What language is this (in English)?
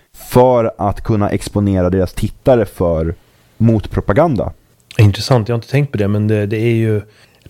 Swedish